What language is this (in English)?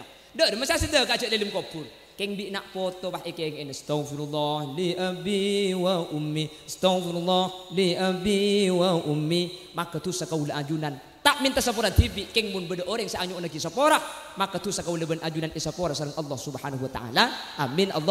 Madurese